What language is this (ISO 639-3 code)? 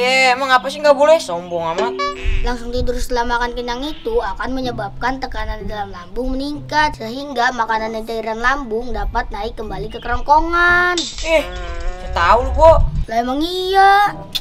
bew